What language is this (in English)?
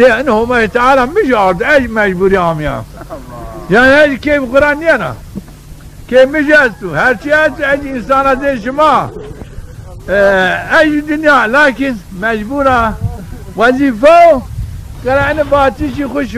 Zaza